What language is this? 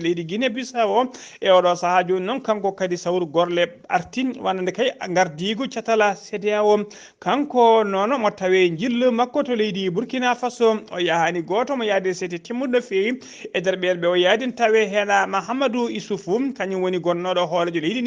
Fula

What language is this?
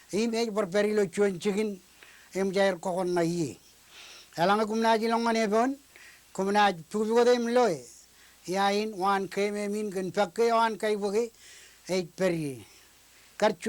Marshallese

